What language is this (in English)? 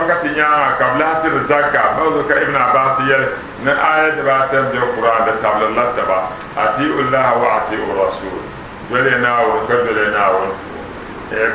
Dagbani